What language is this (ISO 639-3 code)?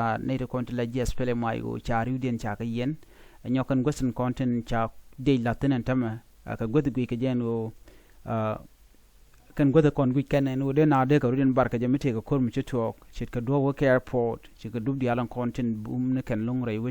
nus